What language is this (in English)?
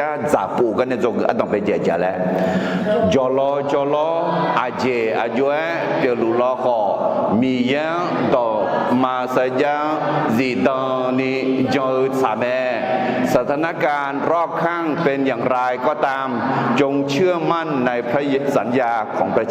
Akha